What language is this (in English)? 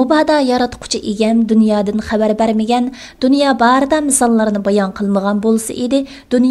Uyghur